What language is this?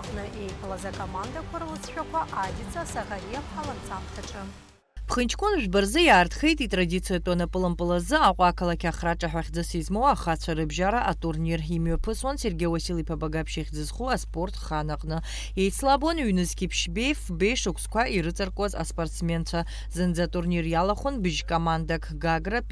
Abkhazian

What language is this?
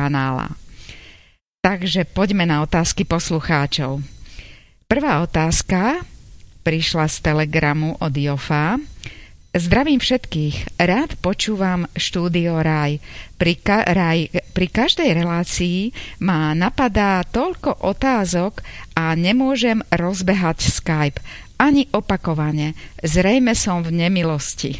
Slovak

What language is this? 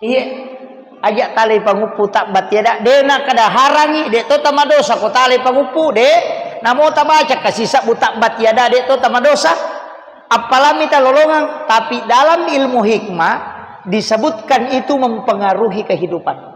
Buginese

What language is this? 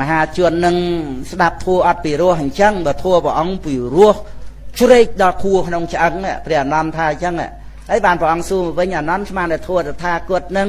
Khmer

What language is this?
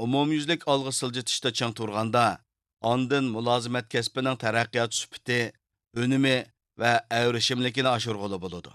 Uyghur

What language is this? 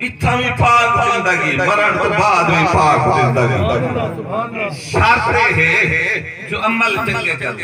Saraiki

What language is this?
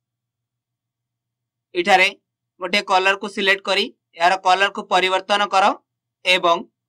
Odia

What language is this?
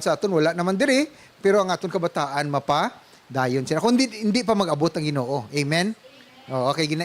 Hiligaynon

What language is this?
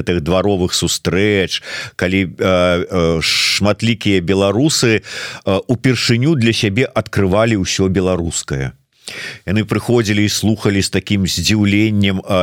Belarusian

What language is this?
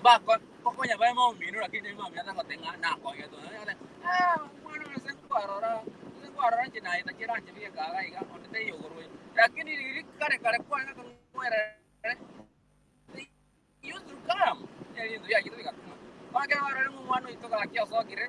Gusii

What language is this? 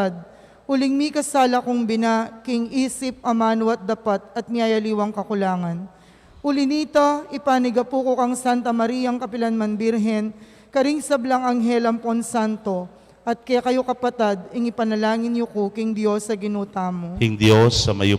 Pampanga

